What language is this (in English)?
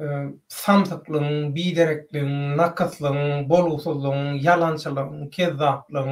Turkmen